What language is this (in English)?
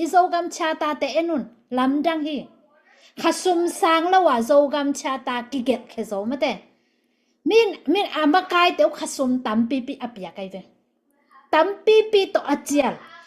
Tedim Chin